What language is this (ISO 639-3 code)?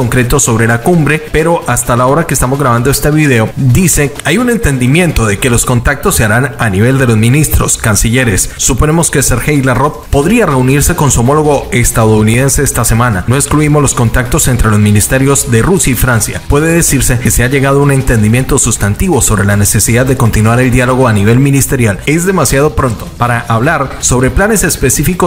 spa